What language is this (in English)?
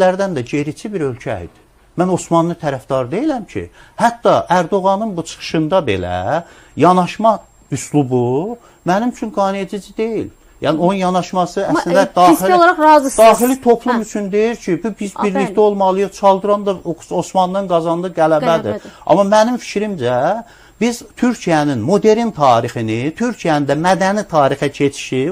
Azerbaijani